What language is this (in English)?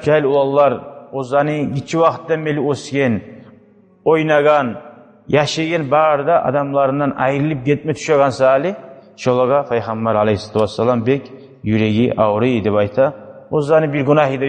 Kumyk